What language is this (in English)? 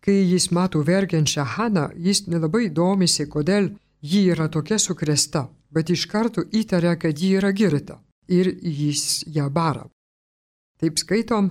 Lithuanian